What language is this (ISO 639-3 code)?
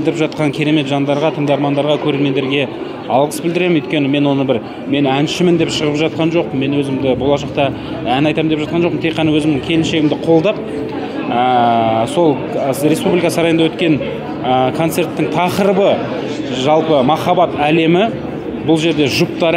kaz